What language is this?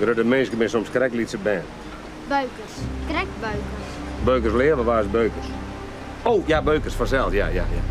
Western Frisian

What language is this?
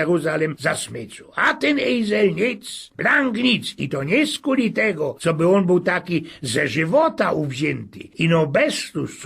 Silesian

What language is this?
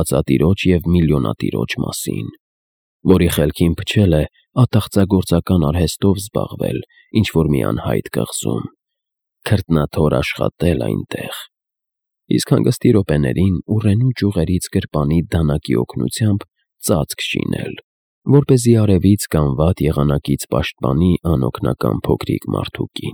Armenian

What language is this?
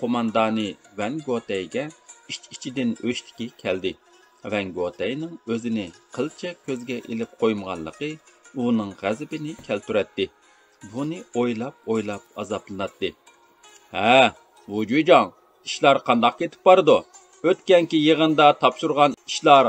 Uyghur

